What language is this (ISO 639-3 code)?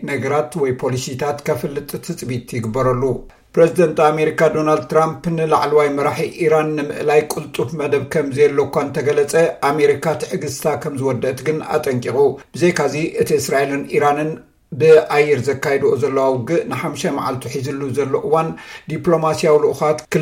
tir